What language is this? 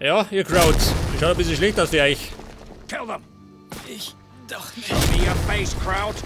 Bavarian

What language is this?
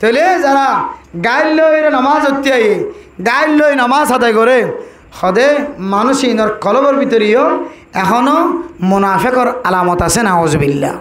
Rohingya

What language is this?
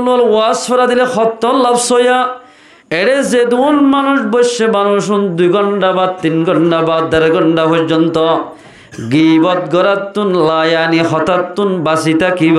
Rohingya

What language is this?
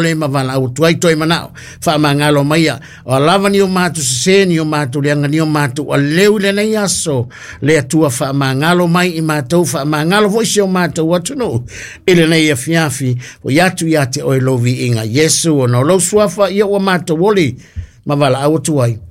Samoan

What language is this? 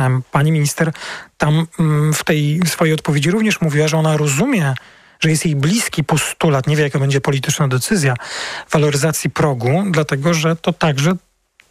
Polish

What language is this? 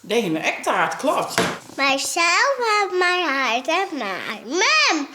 Western Frisian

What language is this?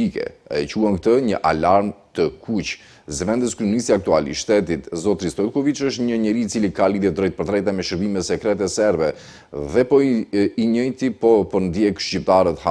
Albanian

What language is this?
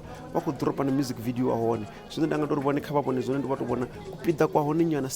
Venda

